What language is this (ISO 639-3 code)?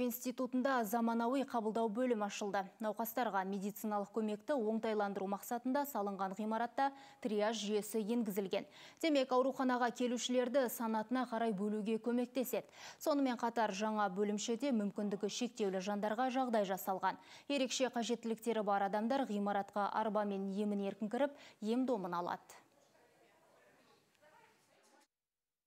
kaz